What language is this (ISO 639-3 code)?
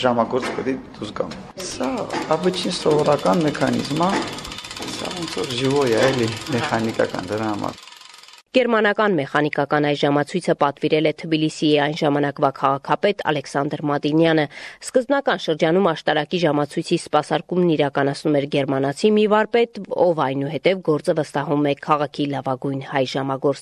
hye